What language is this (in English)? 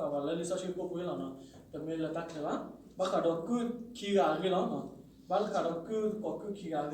S'gaw Karen